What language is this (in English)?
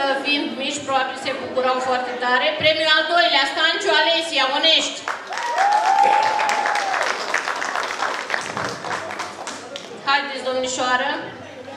Romanian